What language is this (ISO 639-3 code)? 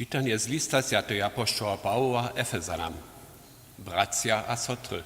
hsb